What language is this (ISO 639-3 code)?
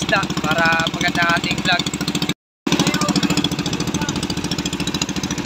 fil